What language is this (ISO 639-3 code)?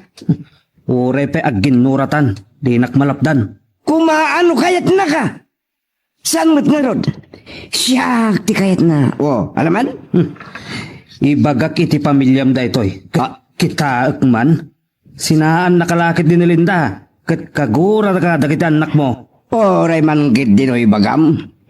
ilo